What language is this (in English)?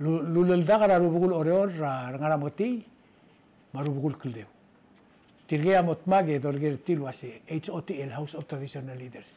Palauan